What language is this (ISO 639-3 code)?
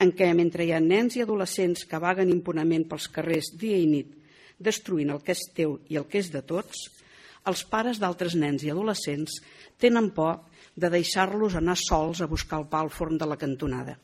cat